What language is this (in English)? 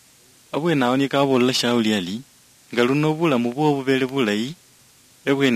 Luyia